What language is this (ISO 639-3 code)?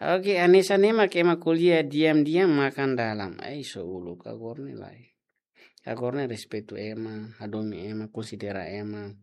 tet